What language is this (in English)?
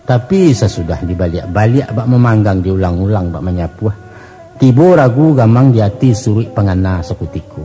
Minangkabau